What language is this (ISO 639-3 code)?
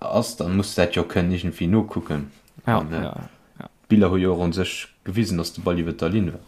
ltz